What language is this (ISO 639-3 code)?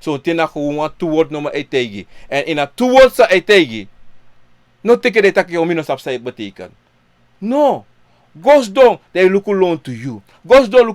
srn